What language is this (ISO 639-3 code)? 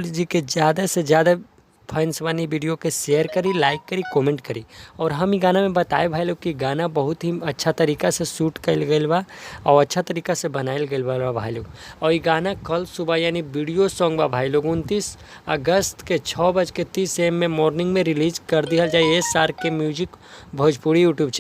bho